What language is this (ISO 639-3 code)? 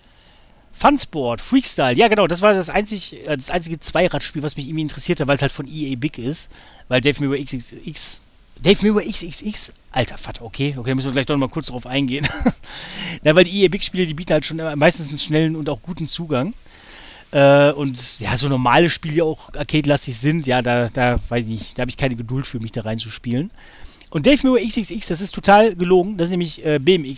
deu